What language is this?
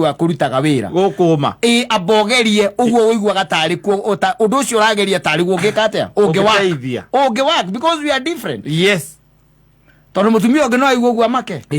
Kikuyu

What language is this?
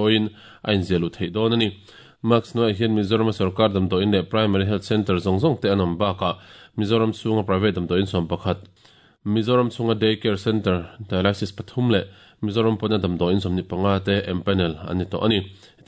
Mizo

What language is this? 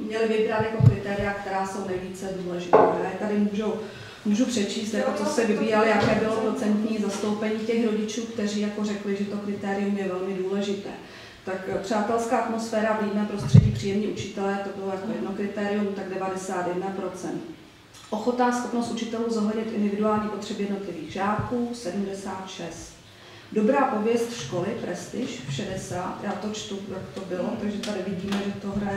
Czech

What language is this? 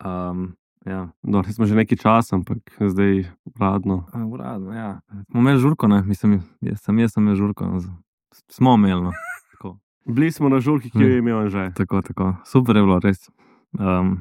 Slovenian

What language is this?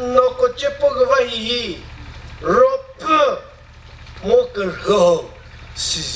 Chokri Naga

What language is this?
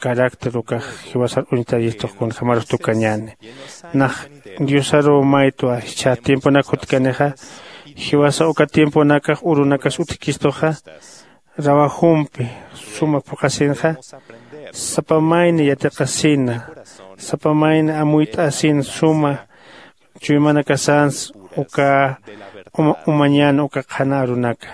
Aymara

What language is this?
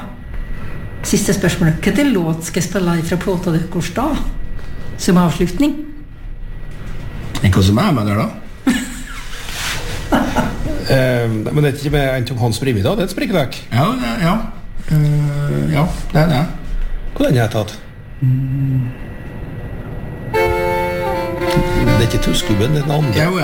Norwegian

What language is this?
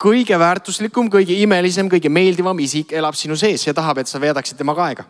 Estonian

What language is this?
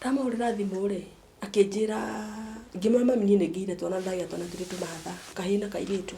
Kikuyu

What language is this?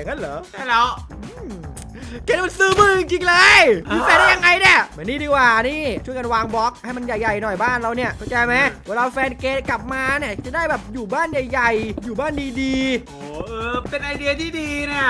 Thai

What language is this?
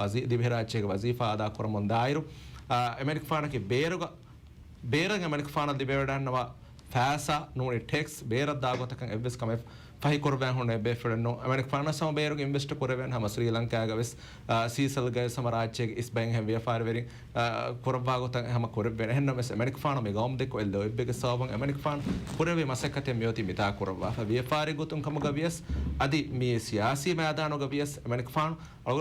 Divehi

